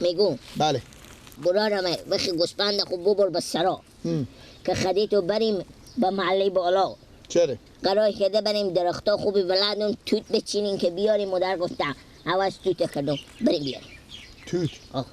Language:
Persian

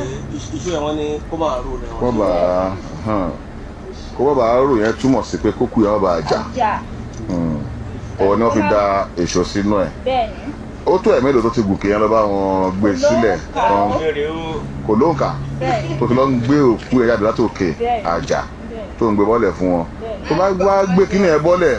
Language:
Yoruba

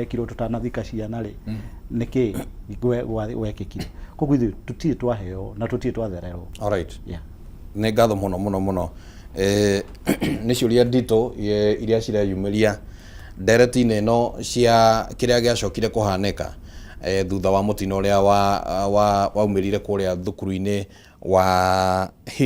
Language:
Kikuyu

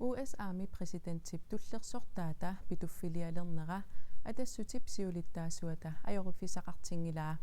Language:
Kalaallisut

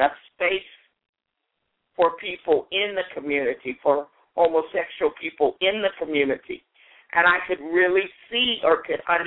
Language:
English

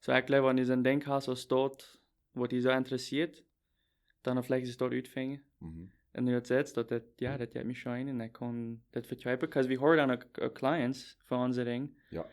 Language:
Plautdietsch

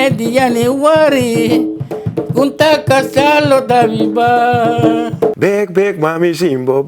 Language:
Papiamento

